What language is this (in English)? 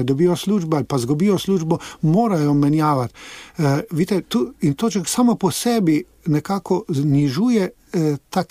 Slovenian